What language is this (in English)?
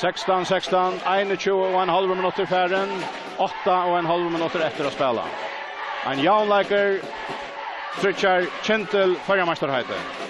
Faroese